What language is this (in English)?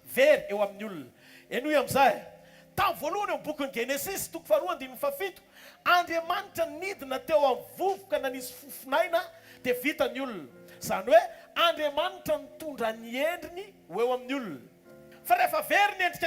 Malagasy